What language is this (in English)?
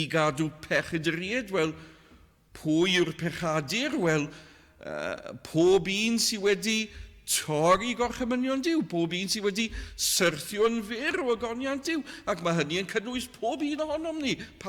Welsh